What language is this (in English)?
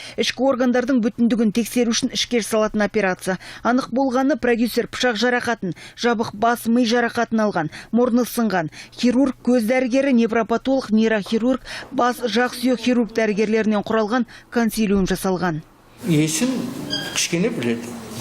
Kazakh